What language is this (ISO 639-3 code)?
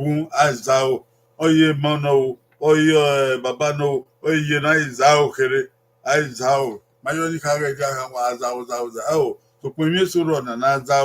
bin